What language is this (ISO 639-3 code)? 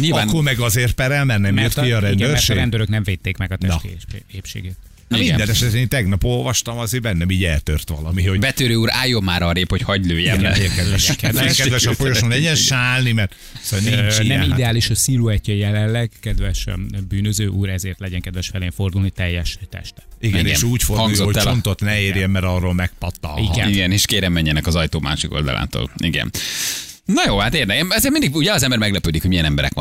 hun